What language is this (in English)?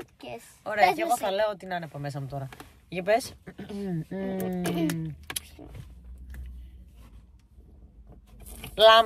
Greek